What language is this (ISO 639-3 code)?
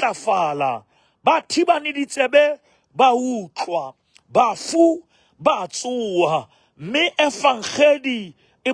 sot